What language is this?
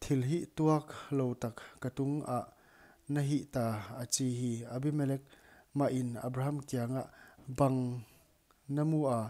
Paite Chin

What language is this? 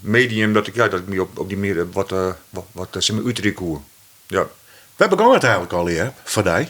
Western Frisian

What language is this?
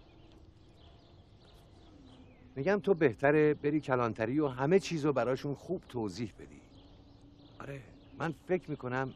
Persian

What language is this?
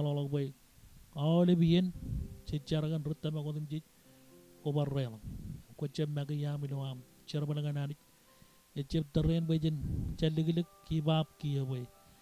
Marshallese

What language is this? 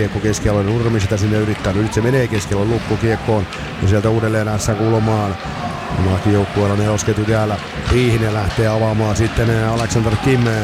Finnish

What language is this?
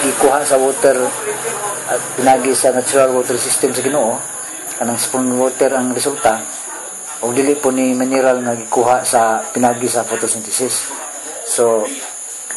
Cebuano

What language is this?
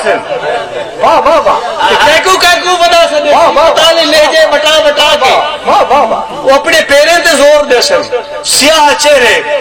Saraiki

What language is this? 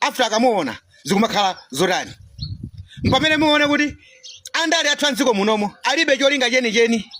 Nyanja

